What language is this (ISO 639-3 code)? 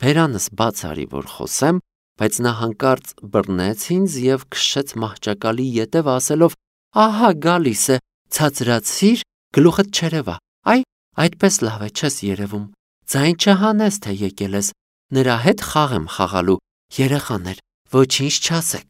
hye